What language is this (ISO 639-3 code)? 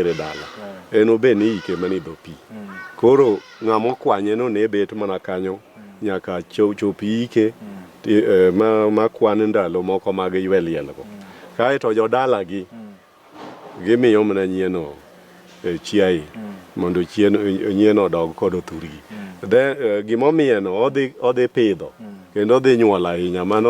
luo